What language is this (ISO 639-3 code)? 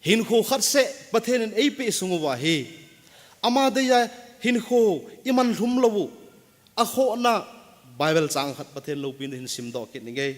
tcz